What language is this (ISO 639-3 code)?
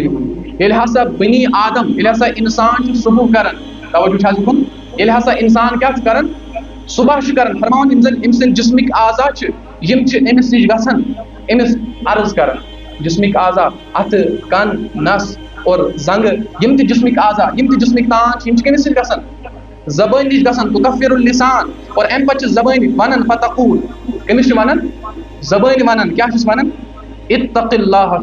kas